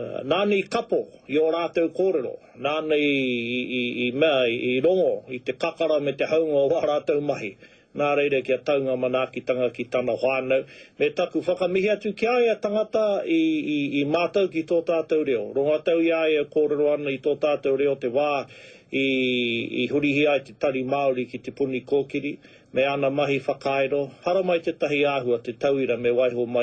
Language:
Māori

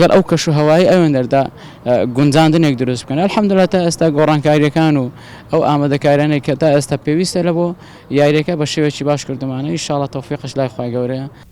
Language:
Central Kurdish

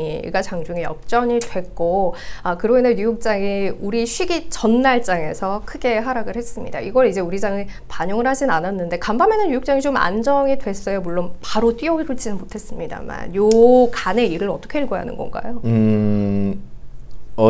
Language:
Korean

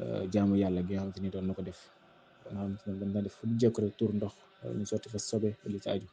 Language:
Wolof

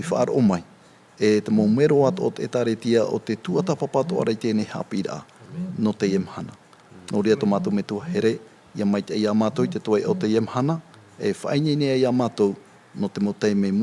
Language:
Tahitian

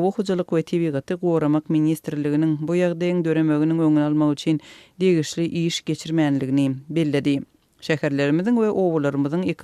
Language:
Turkmen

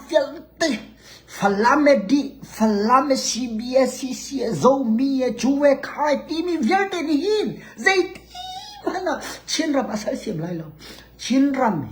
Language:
Hakha Chin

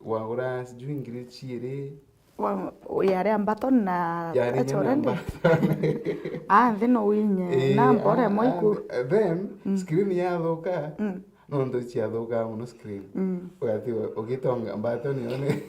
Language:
Meru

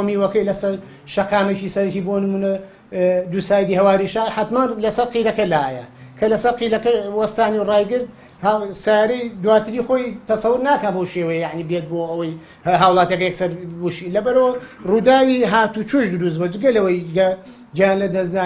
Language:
Central Kurdish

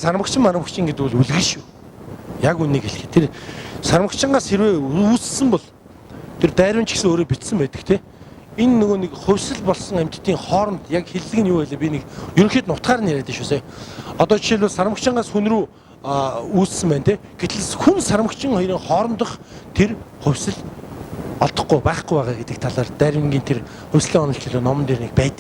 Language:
Mongolian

